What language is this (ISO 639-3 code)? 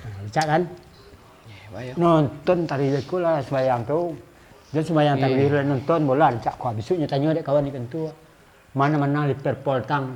min